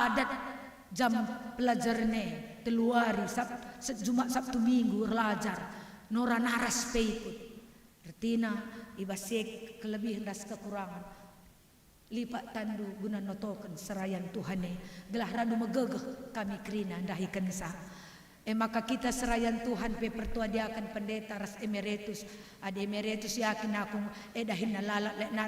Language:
Batak Karo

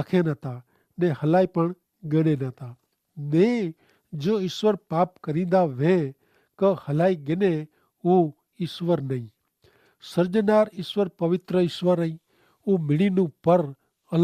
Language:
Kachhi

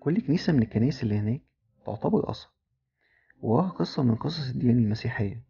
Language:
Egyptian Arabic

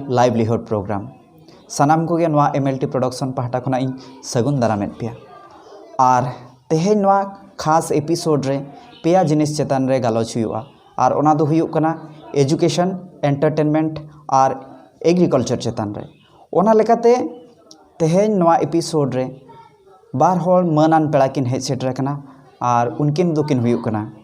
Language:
Santali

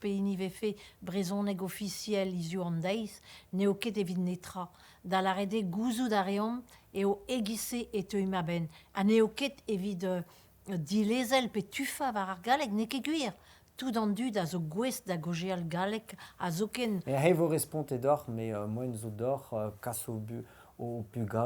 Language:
Breton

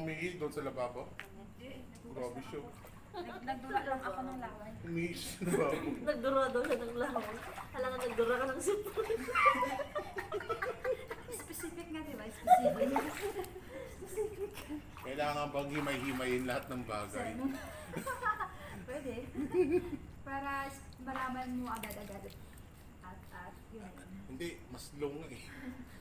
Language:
Filipino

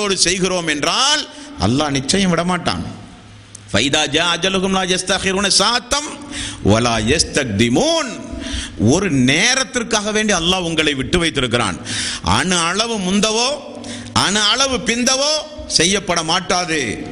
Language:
Tamil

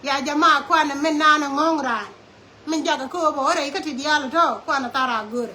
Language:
Nuer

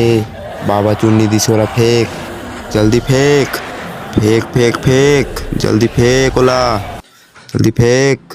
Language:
Chhattisgarhi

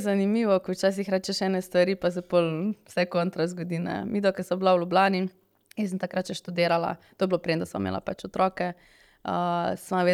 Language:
Slovenian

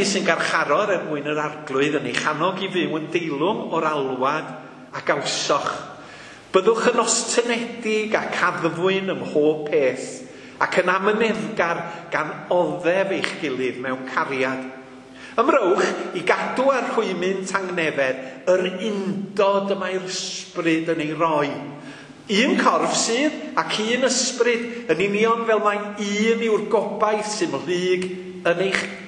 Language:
Welsh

